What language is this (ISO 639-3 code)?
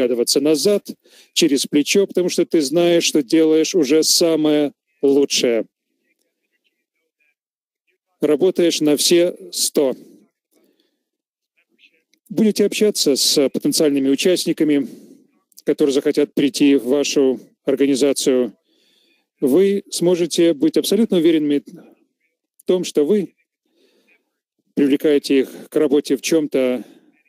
rus